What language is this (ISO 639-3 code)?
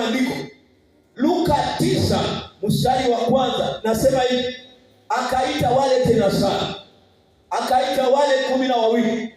swa